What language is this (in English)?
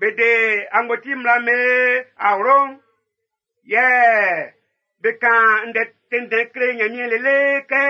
Baoulé